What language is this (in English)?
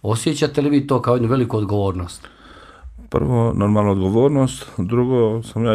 Bosnian